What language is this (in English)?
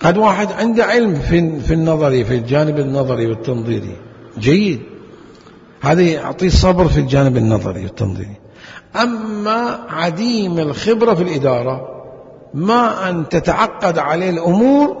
Mesopotamian Arabic